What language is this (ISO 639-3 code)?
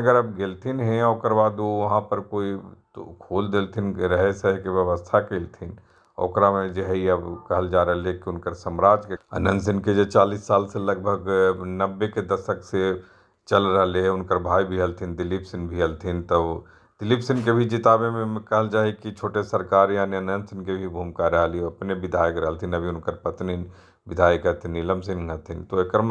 mag